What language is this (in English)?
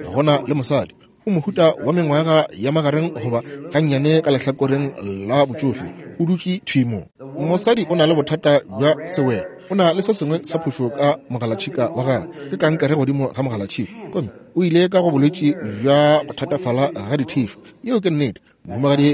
Northern Sotho